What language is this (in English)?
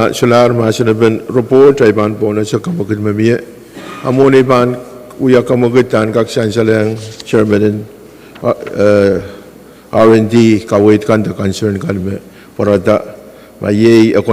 Pohnpeian